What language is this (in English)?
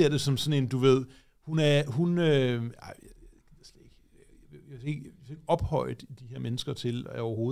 Danish